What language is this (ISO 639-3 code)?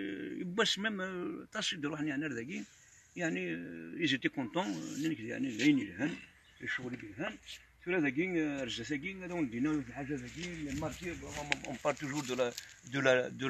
kab